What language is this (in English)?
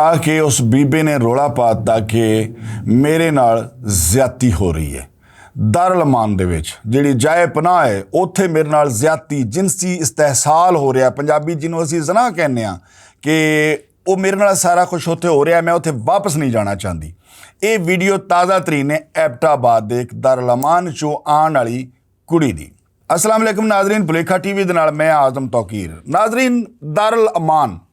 Western Panjabi